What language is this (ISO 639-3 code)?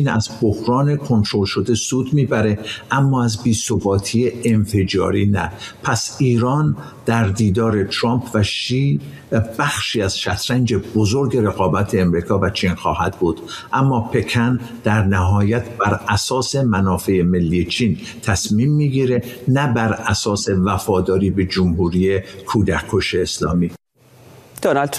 fas